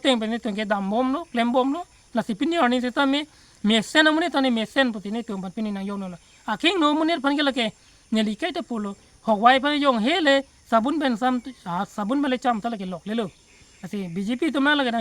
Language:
Karbi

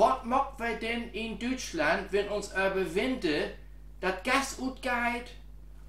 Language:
Low German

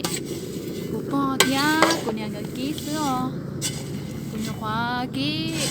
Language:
Hmong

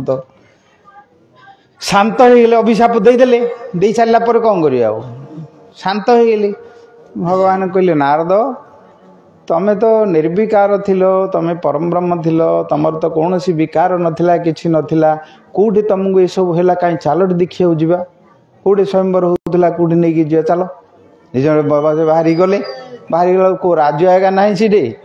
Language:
Odia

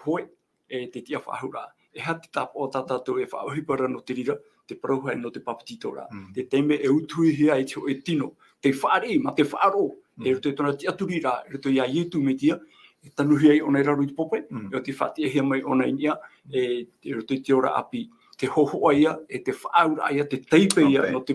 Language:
Tahitian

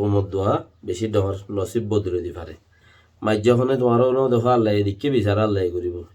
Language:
Rohingya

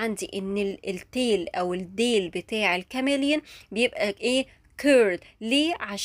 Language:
Egyptian Arabic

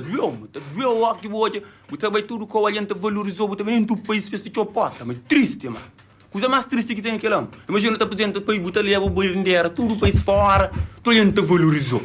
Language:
Kabuverdianu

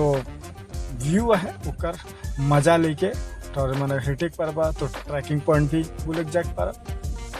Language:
Sadri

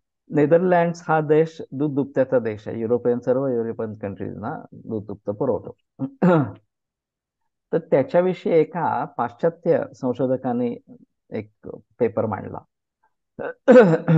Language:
Marathi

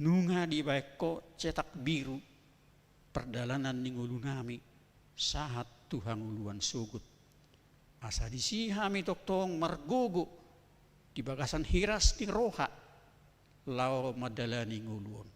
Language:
Batak Toba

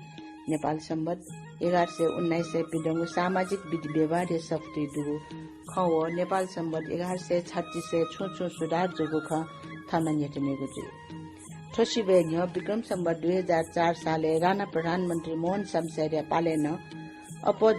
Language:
Newari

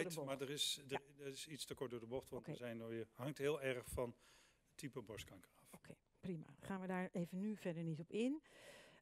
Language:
Dutch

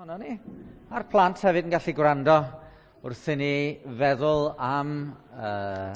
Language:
Welsh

